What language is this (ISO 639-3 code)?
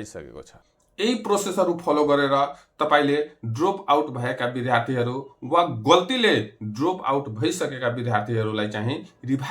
nep